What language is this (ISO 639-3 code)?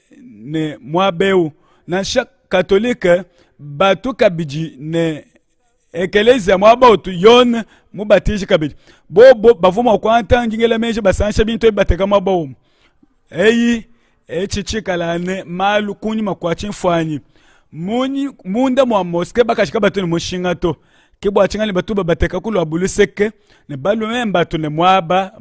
lua